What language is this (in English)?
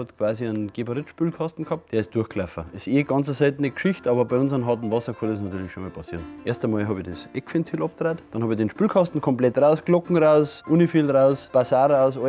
Bavarian